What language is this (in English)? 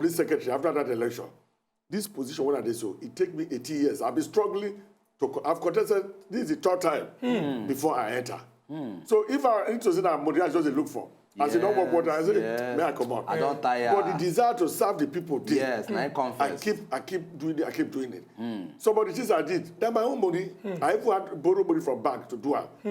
Nigerian Pidgin